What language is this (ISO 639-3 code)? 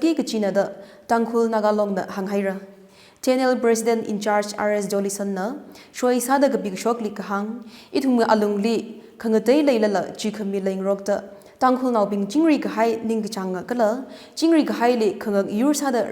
nmf